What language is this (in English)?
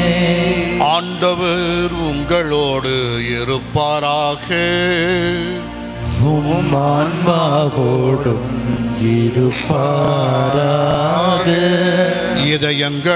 Tamil